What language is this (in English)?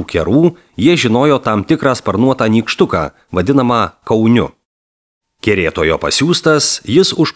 Lithuanian